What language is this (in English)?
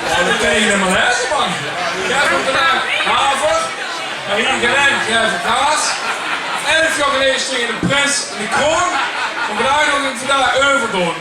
Limburgish